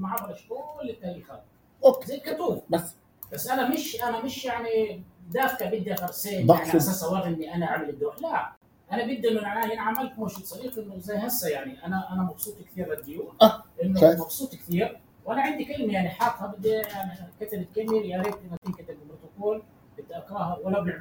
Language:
North Levantine Arabic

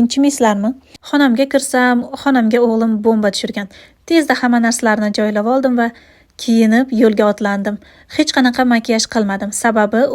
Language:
Uzbek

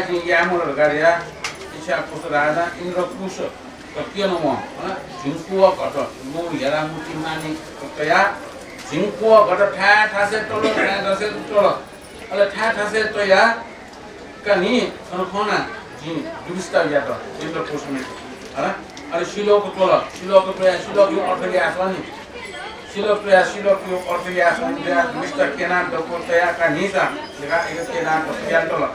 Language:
Newari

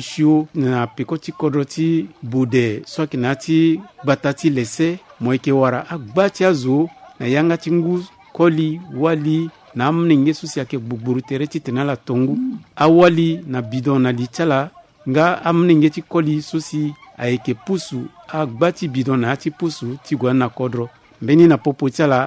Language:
Sango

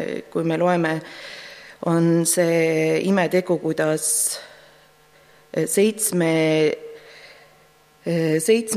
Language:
Estonian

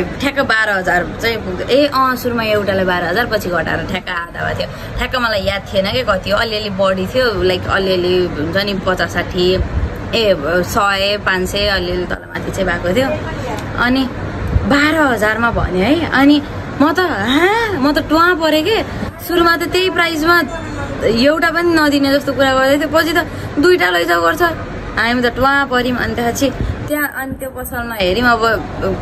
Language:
Nepali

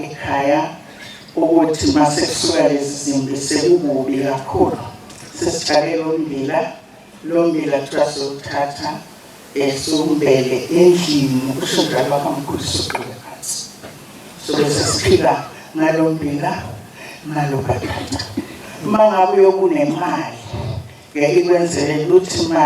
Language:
Zulu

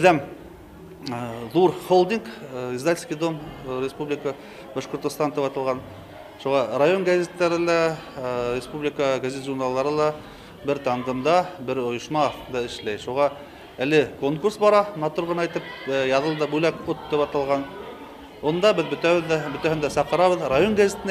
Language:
Bashkir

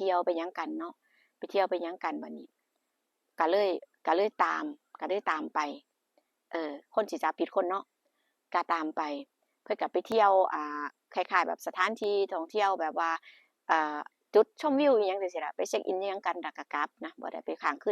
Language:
Northeastern Thai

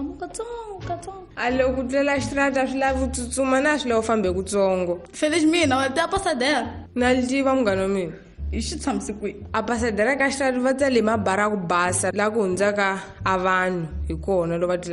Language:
Tsonga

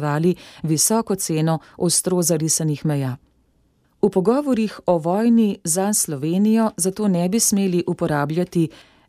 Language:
Slovenian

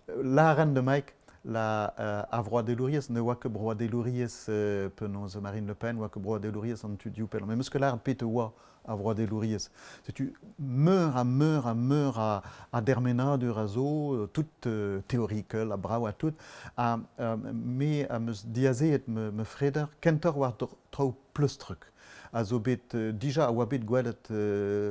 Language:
Breton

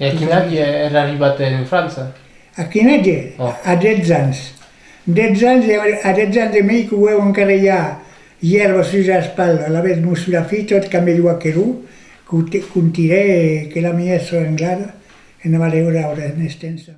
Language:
Occitan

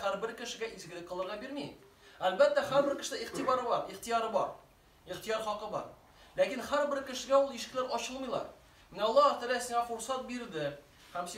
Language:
Tatar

